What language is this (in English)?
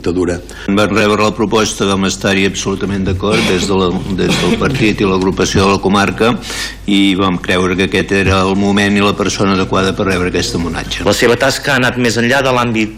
Catalan